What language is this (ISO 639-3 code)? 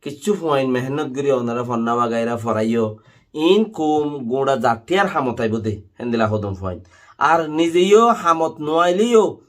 rhg